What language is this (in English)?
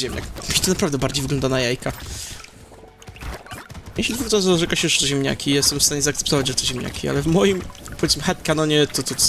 Polish